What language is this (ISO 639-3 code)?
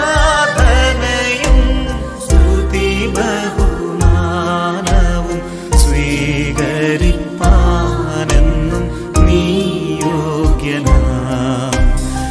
mal